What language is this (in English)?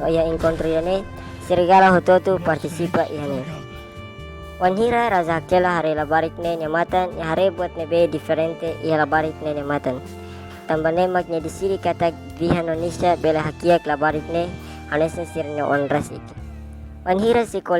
Tetum